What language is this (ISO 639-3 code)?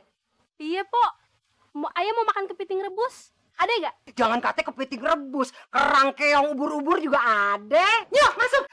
bew